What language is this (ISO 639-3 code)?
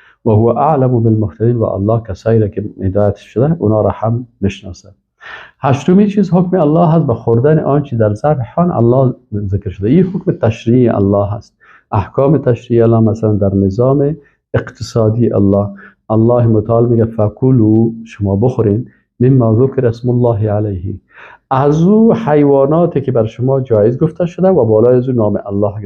fas